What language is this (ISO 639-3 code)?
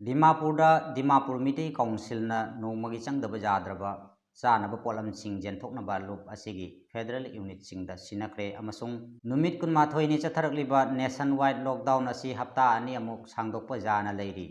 mni